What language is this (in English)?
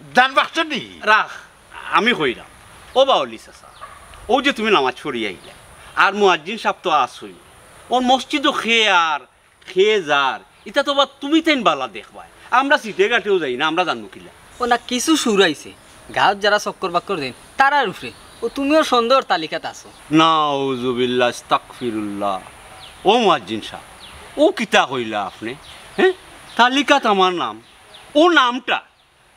Sylheti